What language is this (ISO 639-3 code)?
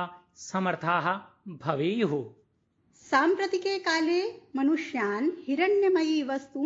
san